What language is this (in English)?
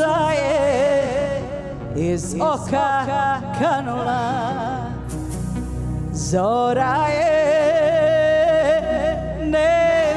Croatian